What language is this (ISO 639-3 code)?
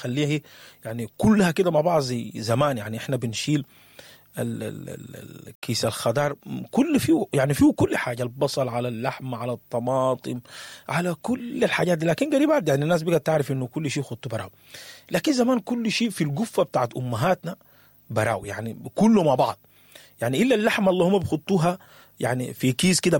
apd